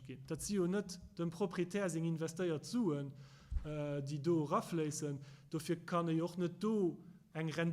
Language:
Luxembourgish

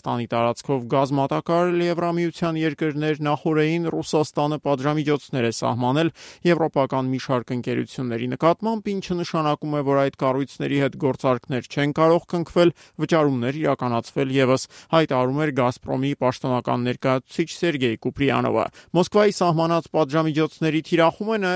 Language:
Armenian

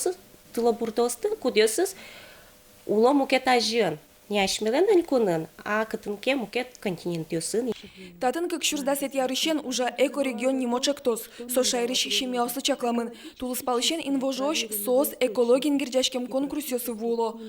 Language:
Udmurt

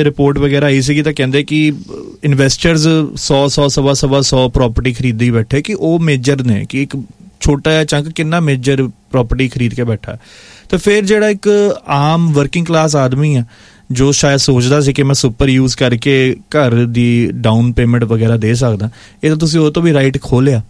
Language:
Punjabi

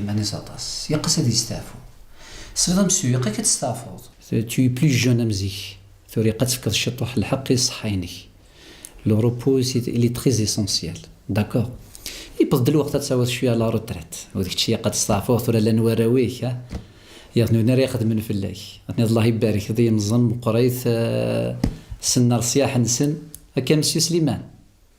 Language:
Kabyle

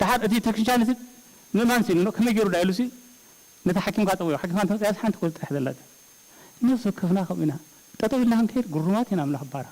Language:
Tigrinya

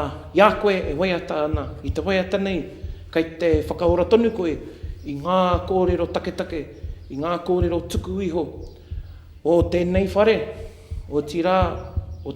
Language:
Māori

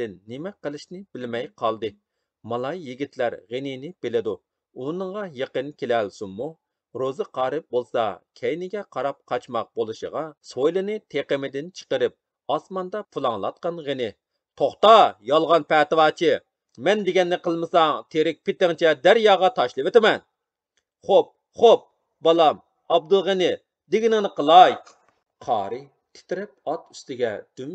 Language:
Uyghur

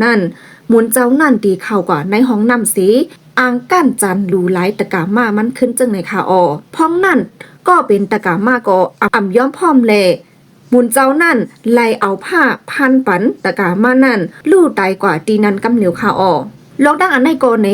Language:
Shan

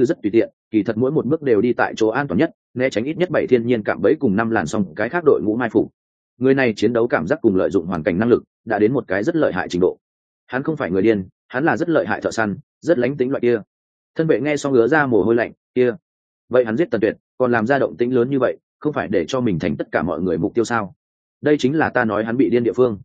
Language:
Vietnamese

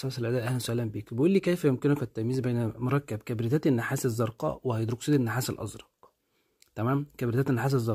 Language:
Egyptian Arabic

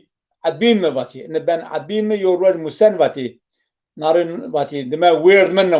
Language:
Zaza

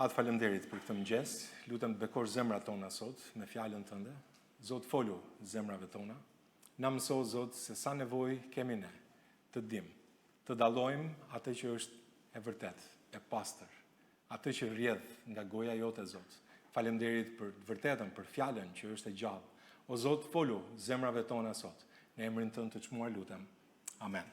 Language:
Albanian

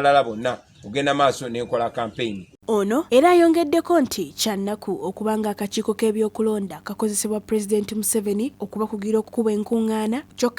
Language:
Ganda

